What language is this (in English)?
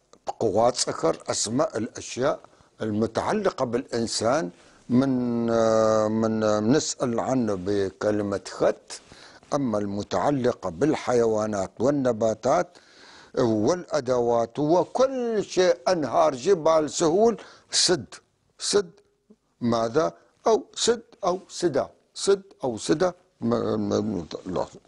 North Levantine Arabic